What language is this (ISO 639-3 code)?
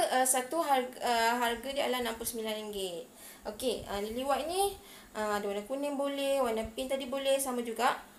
msa